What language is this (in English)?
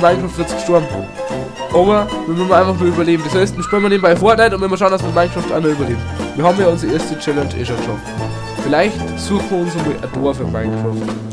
Bavarian